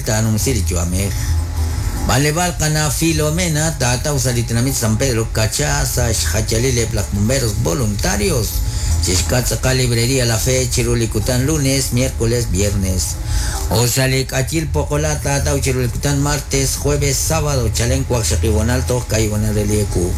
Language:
Kekchí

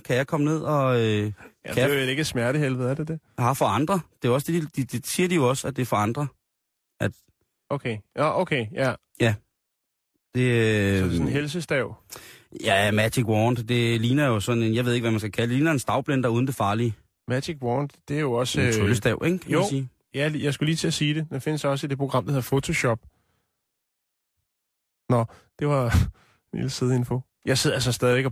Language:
Danish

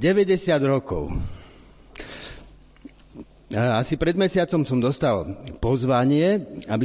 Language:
Slovak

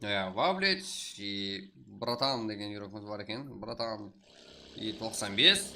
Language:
Kara-Kalpak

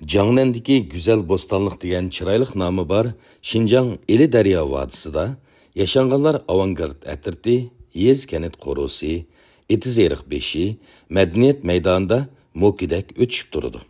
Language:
Uyghur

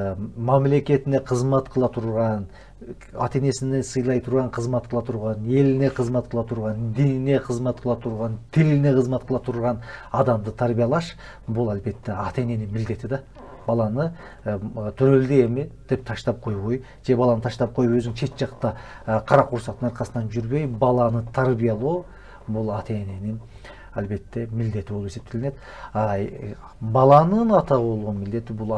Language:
Kyrgyz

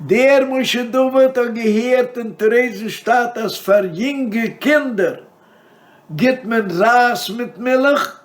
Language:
Yiddish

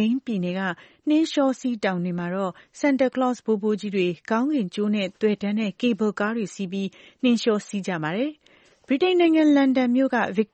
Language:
Burmese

